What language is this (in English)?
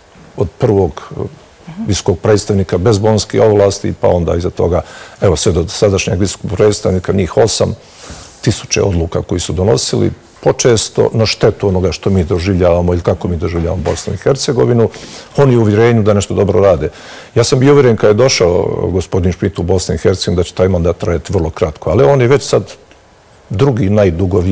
Bosnian